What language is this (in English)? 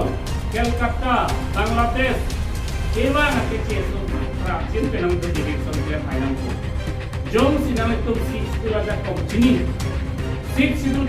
Karbi